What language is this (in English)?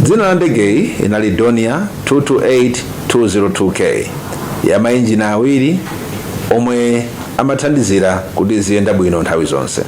Nyanja